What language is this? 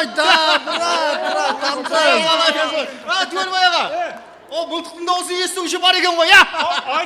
Kara-Kalpak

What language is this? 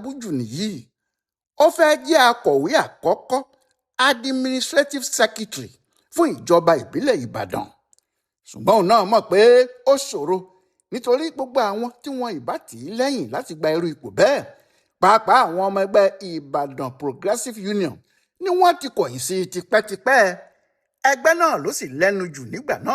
Yoruba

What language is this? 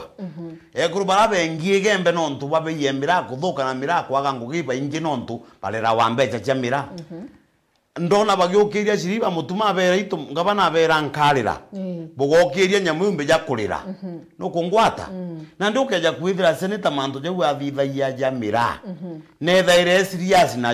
Meru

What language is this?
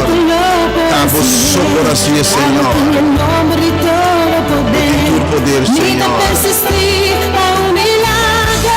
Papiamento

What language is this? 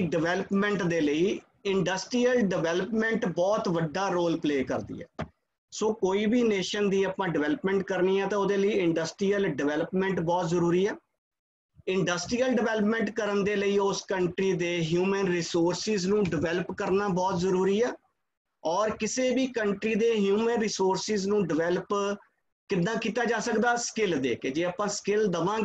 Punjabi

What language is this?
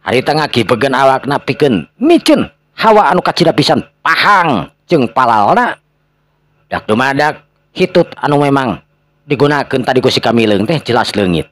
Sundanese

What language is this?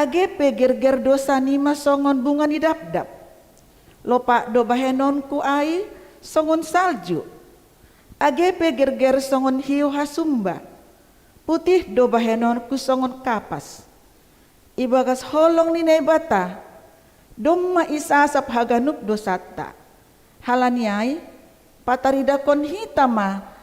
Batak Simalungun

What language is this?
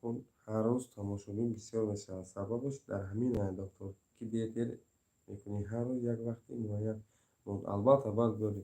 Tajik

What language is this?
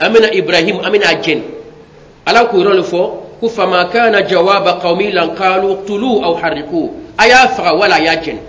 Bambara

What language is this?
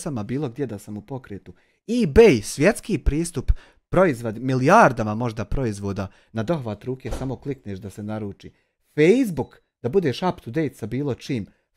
Bosnian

